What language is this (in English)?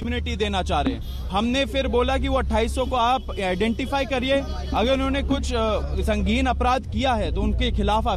Hindi